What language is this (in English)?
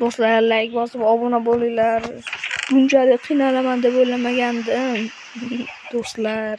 Uzbek